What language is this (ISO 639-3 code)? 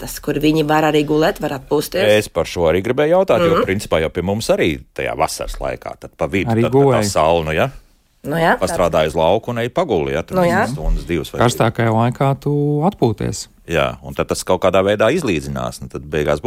lav